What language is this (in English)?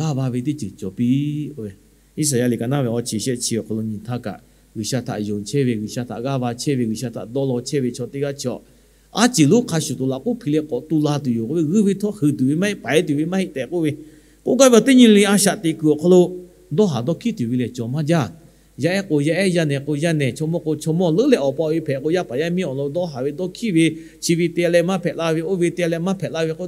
Lahu